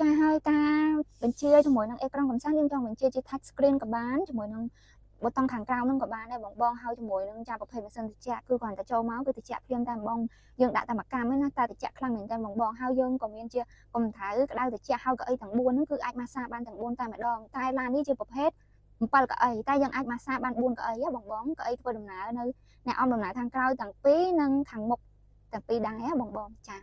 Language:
Khmer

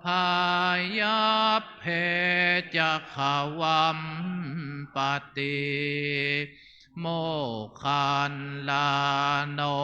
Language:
Pali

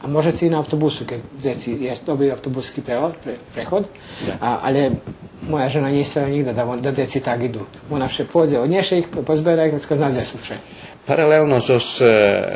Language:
Rusyn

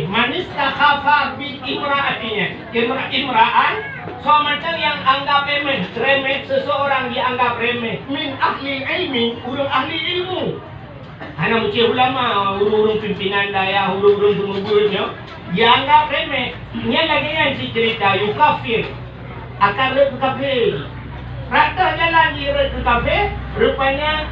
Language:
Achinese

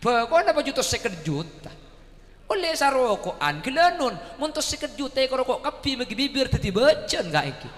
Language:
Madurese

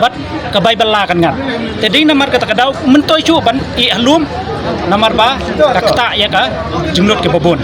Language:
Khasi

